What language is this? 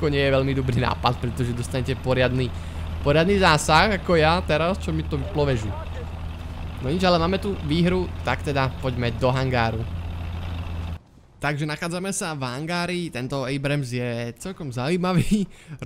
Slovak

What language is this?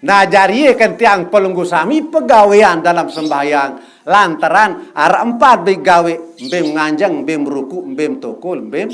Sasak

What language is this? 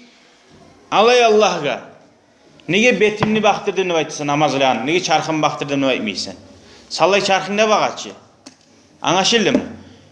Kumyk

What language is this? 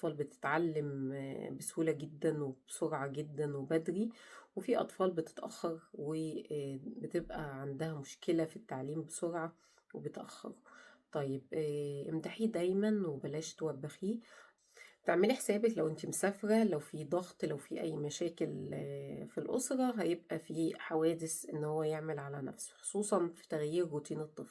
Egyptian Arabic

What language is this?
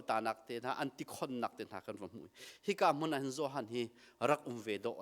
Hakha Chin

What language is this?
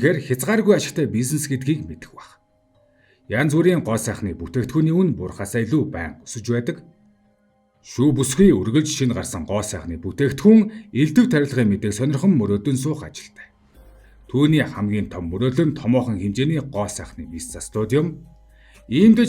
Mongolian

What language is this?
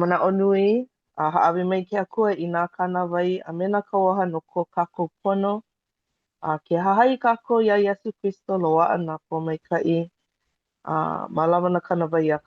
Hawaiian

